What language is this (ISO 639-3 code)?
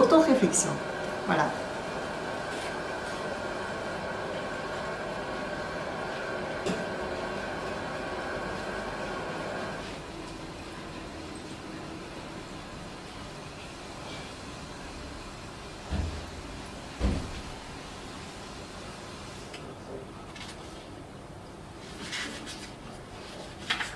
fra